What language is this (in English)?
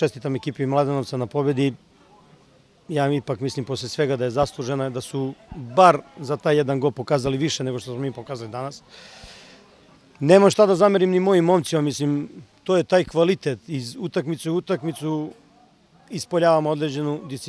Serbian